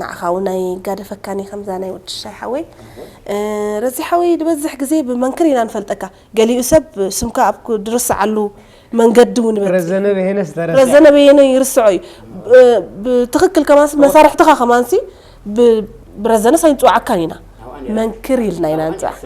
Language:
Tigrinya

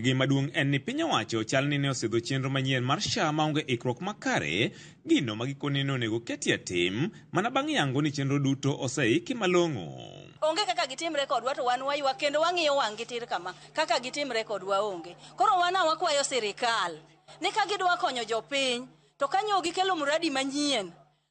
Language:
Luo (Kenya and Tanzania)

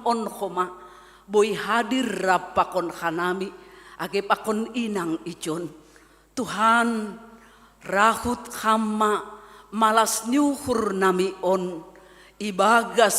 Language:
Batak Simalungun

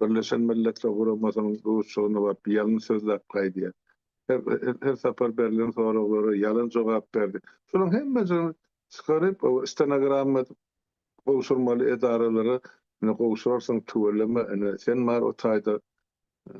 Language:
Turkmen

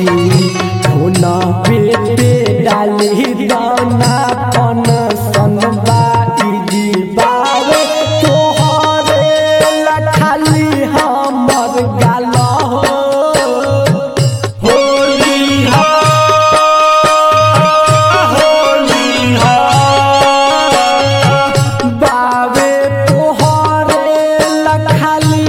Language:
Bhojpuri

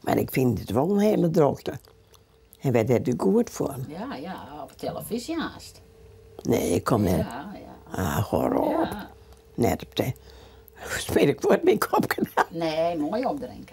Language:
Western Frisian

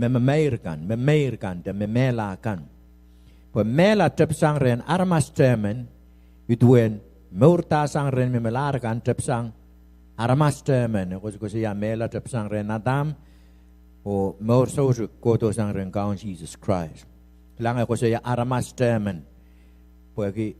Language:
Pohnpeian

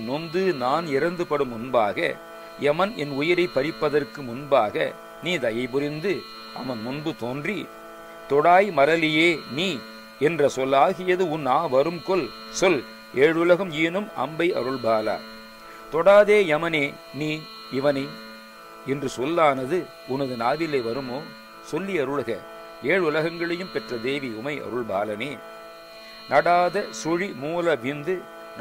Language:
Tamil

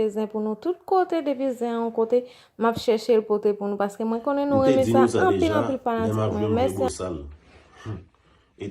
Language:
Haitian Creole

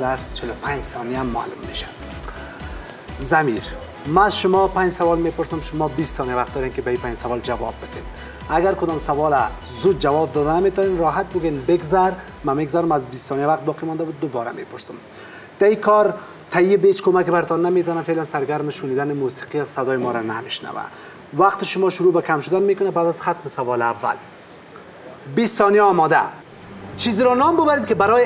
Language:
Persian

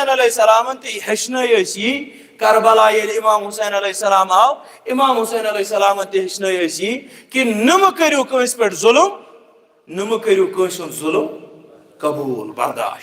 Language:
Kashmiri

